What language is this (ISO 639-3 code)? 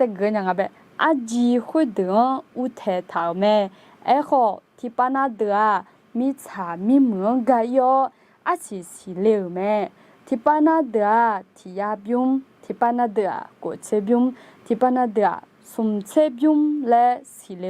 ahk